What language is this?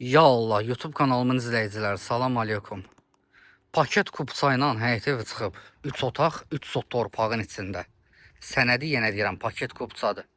Azerbaijani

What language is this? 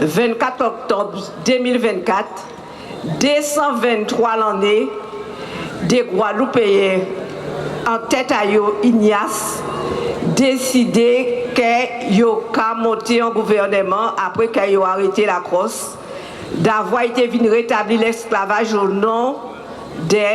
Guadeloupean Creole French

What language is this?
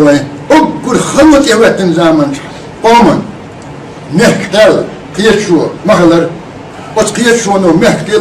Chechen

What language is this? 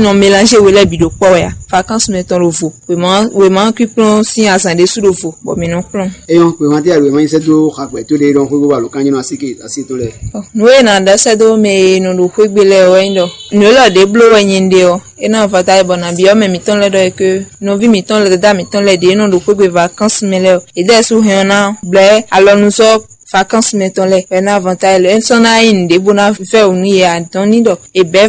Fon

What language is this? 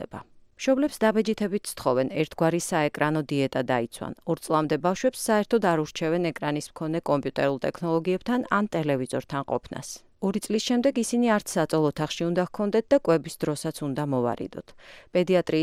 Georgian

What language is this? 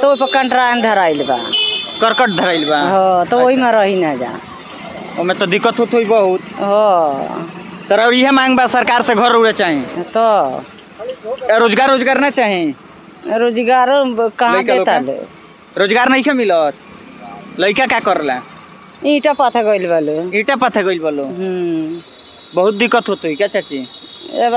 Bhojpuri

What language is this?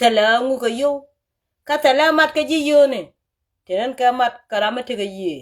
Nuer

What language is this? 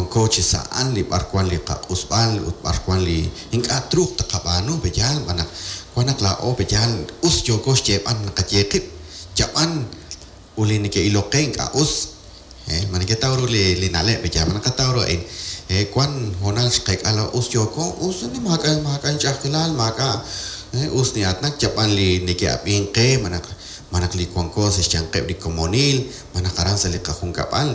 Kekchí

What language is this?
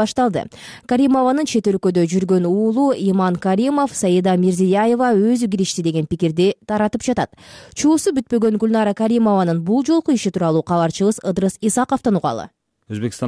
Kyrgyz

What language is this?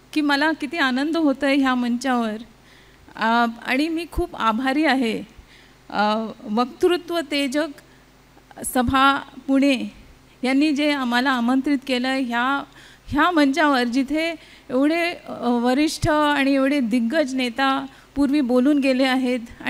Marathi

